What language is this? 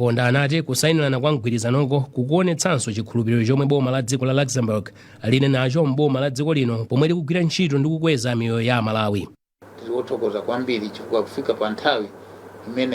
Nyanja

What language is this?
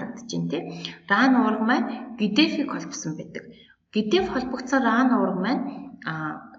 Mongolian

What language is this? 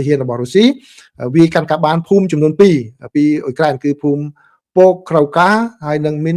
Khmer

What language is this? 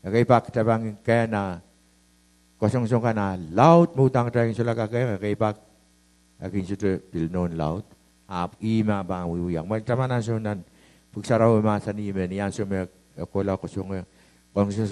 Pohnpeian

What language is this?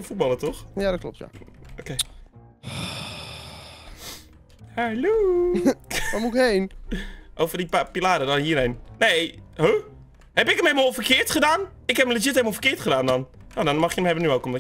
Dutch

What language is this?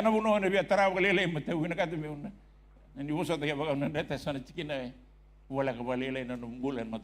Fijian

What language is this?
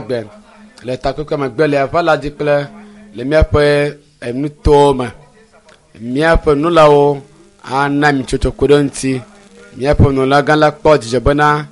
Ewe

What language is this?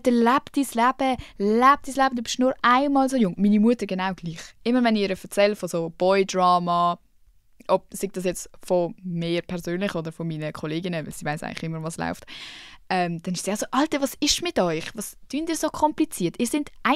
Swiss German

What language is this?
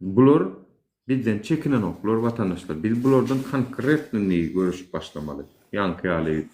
Turkmen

